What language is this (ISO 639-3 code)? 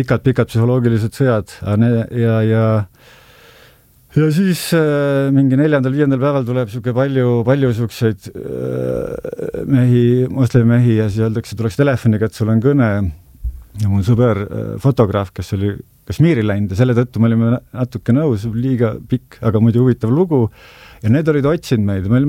est